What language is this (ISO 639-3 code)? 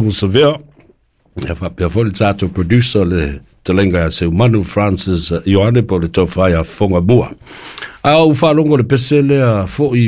smo